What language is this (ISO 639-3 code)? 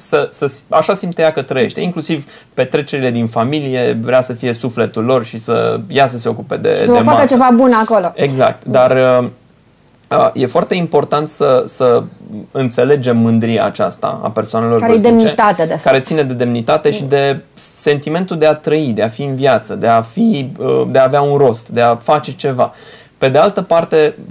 ron